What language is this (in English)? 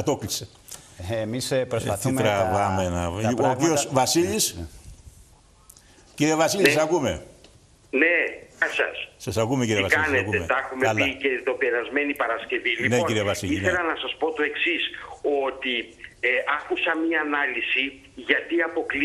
Greek